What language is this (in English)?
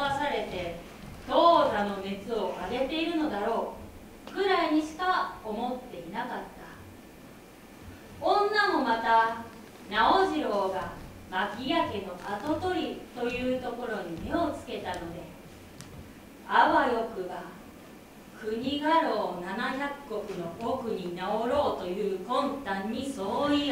Japanese